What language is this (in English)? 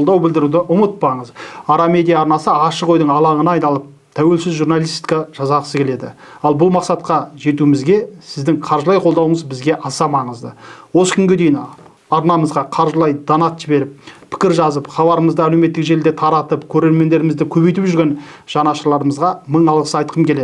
Kazakh